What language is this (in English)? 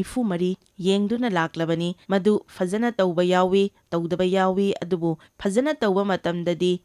Manipuri